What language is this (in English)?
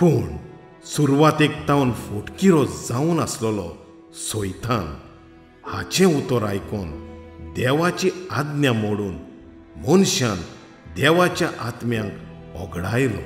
Konkani